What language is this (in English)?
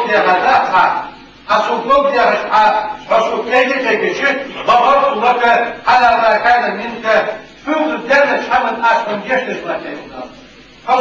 Ingush